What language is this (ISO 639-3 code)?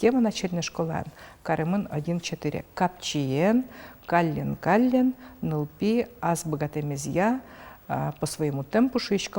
udm